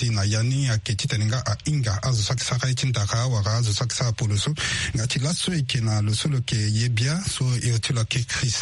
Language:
Sango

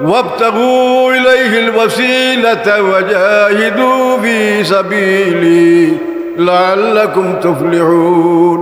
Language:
Sylheti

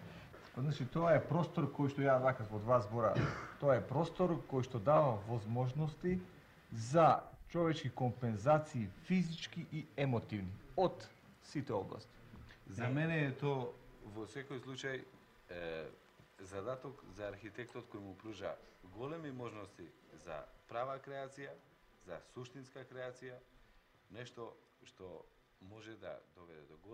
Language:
Macedonian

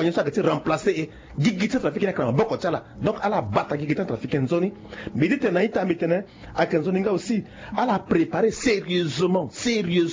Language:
Sango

